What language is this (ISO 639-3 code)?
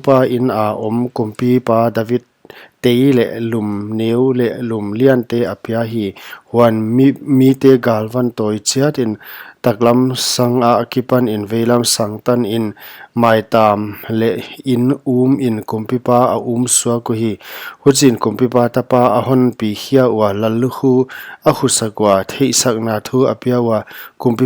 pck